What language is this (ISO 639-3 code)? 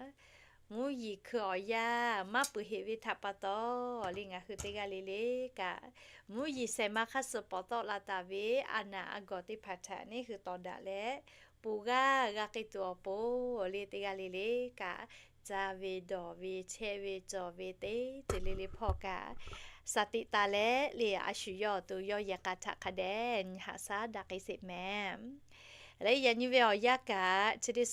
lhu